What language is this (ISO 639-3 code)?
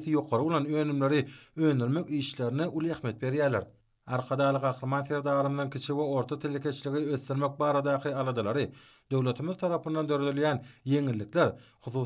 tuk